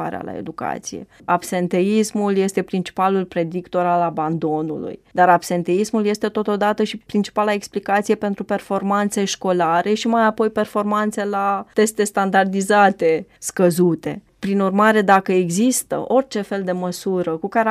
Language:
Romanian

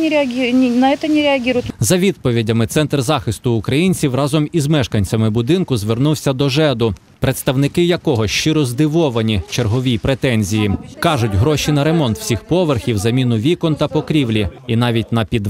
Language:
Ukrainian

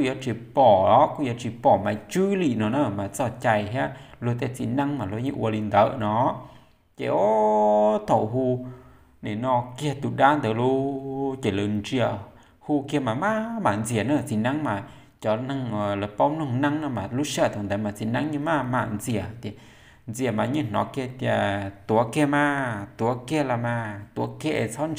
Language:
Hmong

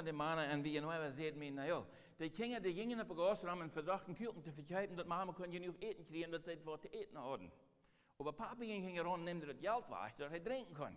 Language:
Plautdietsch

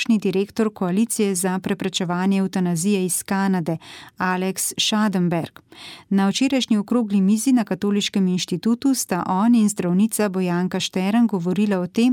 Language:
Slovenian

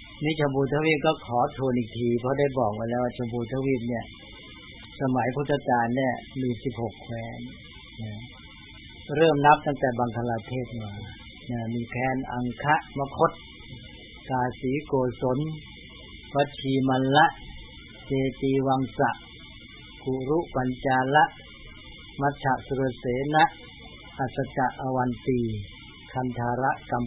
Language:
Thai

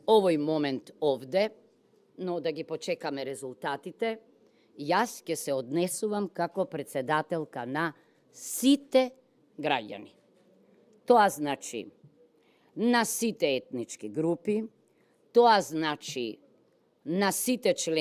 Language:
Macedonian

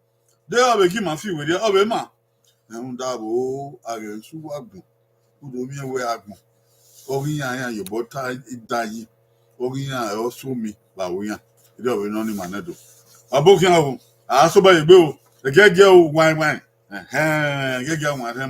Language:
Bini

